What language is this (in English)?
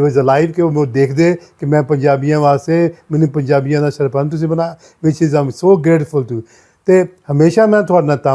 Western Panjabi